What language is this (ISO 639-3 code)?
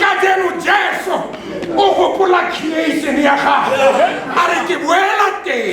tsn